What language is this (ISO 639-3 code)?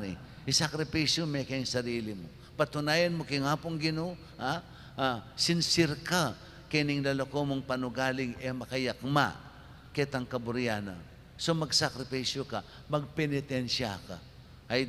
pam